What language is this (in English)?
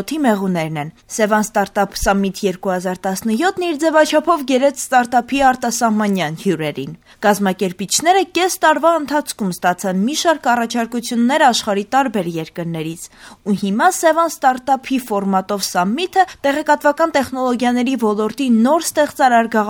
Armenian